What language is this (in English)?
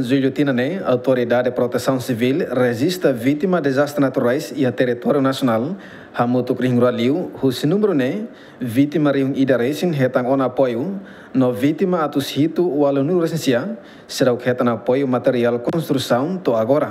Tetum